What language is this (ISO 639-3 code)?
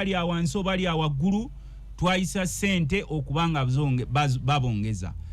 lug